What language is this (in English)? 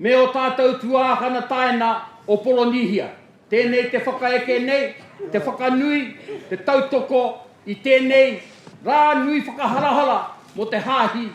Māori